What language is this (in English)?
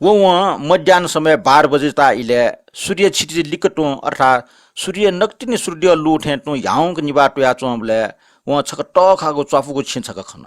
Newari